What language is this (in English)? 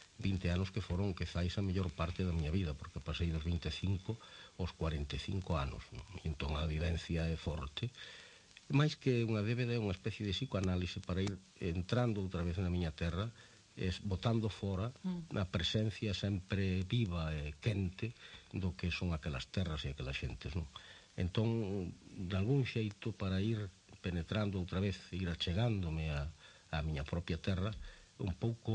Galician